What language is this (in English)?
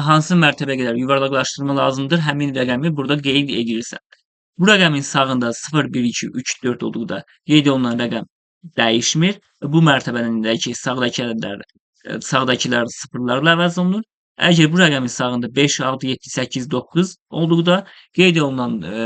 Azerbaijani